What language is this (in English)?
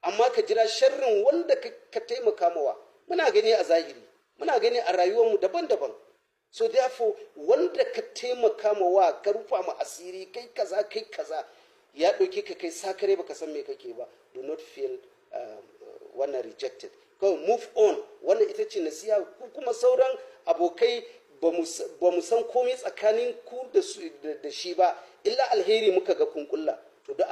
Hausa